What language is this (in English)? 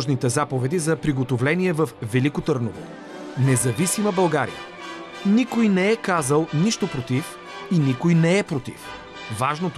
Bulgarian